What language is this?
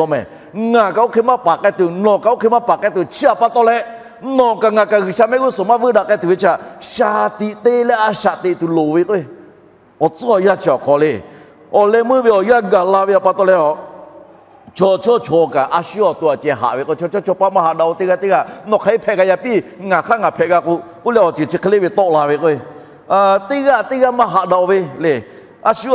Lahu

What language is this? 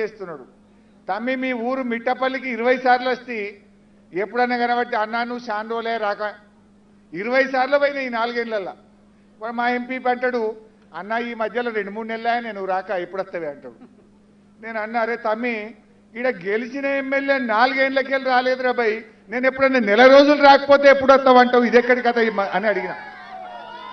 Telugu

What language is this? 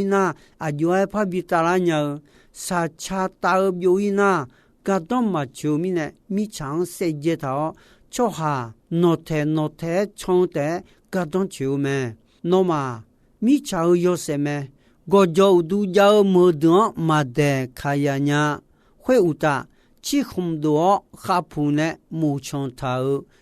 Akha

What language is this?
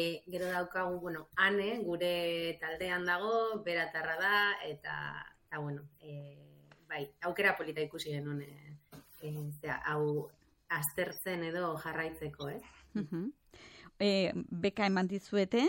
Basque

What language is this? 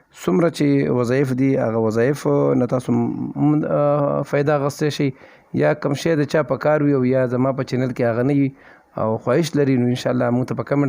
Pashto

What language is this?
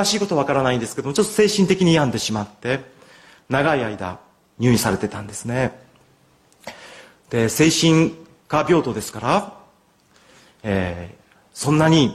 Japanese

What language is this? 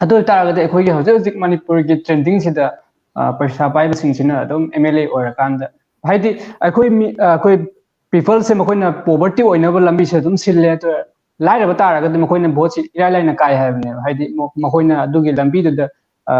Manipuri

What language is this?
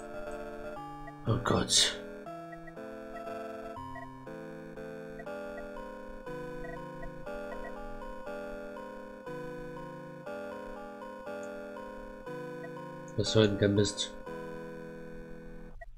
German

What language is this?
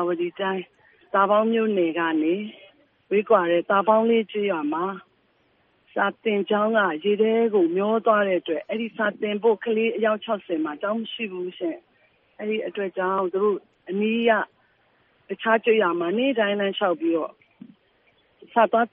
Burmese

